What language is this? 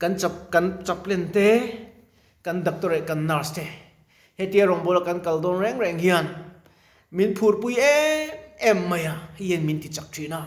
Mizo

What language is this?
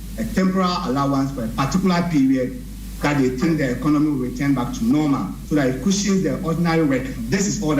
Akan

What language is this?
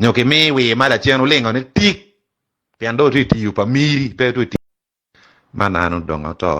Acoli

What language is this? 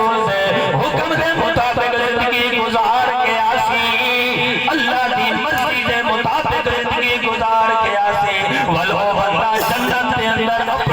Saraiki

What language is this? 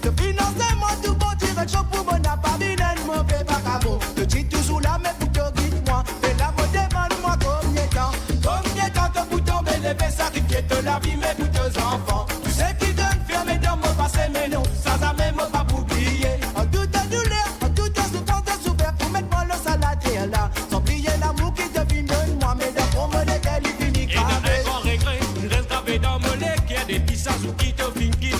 Morisyen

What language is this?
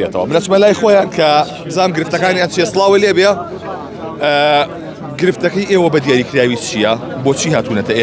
Central Kurdish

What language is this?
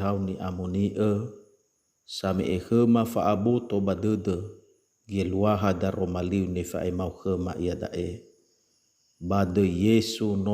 Nias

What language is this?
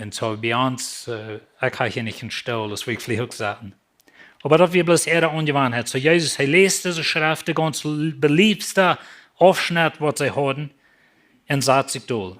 Plautdietsch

